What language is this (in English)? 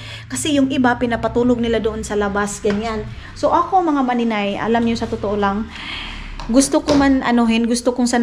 Filipino